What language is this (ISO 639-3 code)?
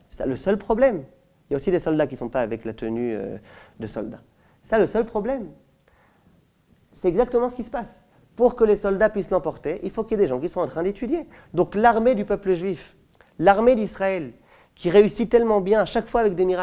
fra